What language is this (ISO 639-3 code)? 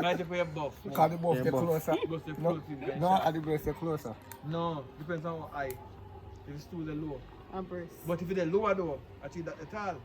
jam